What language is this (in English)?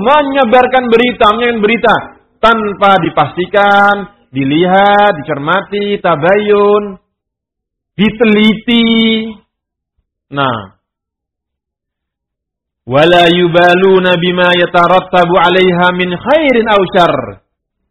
Indonesian